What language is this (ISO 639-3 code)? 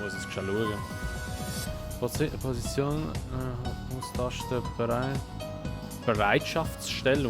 gsw